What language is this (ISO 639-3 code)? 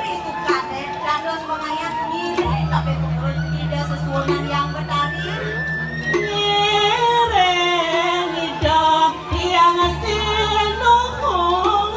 ban